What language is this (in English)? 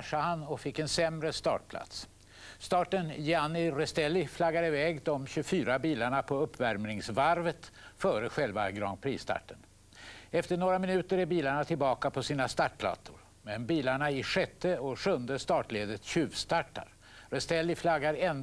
Swedish